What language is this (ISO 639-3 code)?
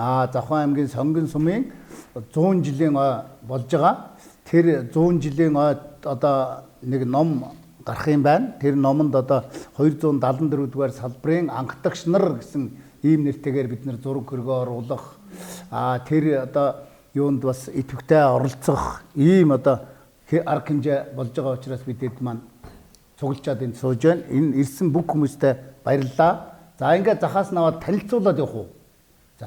mon